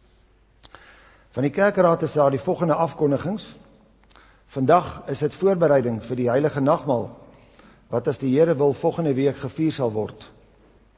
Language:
Afrikaans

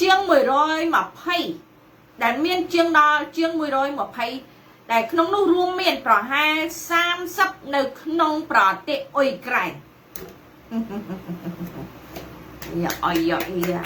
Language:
Khmer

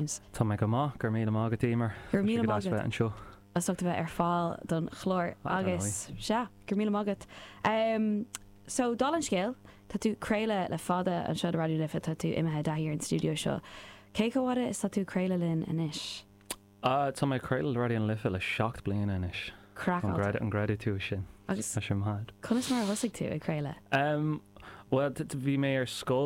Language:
Irish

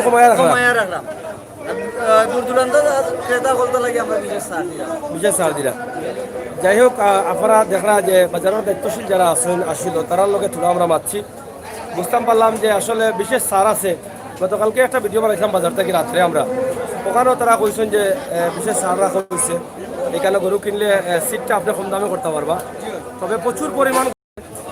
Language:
Sylheti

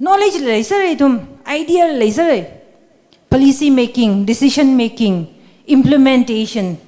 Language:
Tangkhul Naga (India)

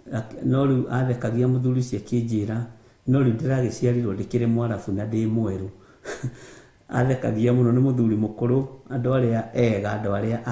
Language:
Kikuyu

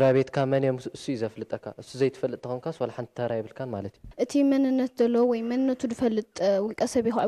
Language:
Tigrinya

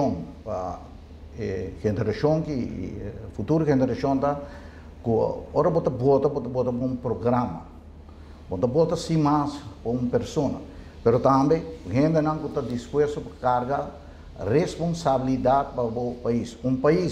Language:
Papiamento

